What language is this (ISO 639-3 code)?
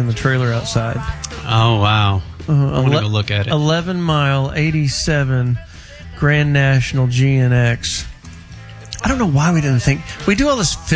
eng